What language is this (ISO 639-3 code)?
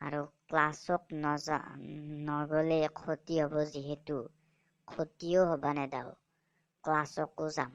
asm